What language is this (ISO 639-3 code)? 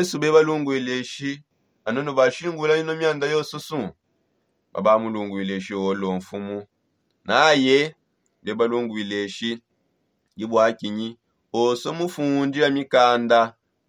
sop